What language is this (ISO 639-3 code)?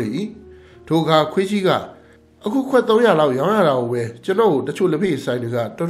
mya